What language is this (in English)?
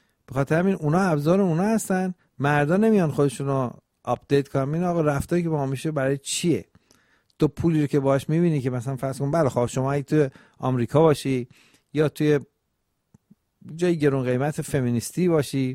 Persian